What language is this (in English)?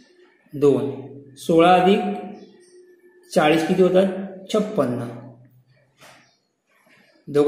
Marathi